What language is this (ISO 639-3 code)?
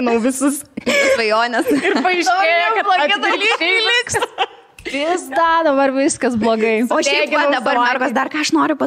lit